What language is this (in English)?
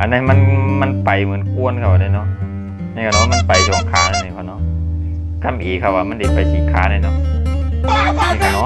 Shan